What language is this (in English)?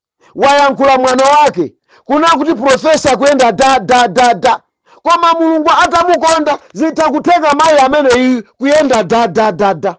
Nyanja